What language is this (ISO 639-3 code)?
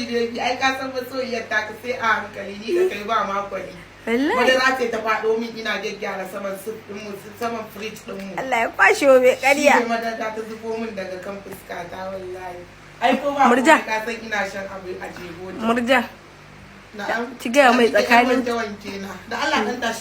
hau